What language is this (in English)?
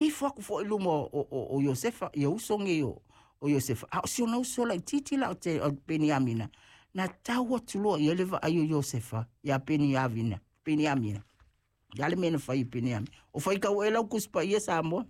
Samoan